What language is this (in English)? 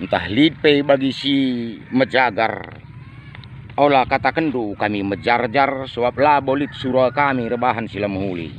Batak Karo